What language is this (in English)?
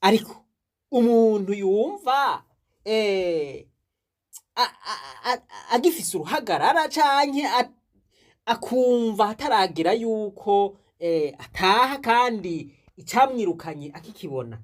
Rundi